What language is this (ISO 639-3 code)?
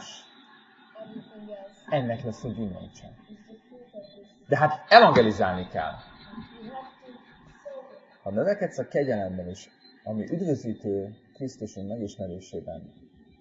hun